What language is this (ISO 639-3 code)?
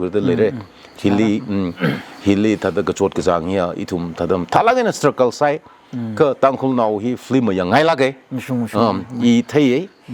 nmf